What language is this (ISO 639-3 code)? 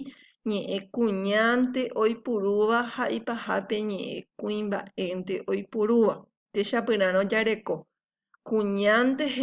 grn